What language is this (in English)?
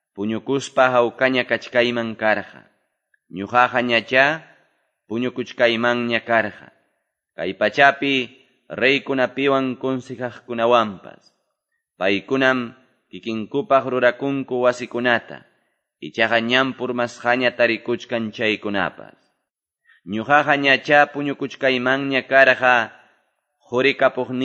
Quechua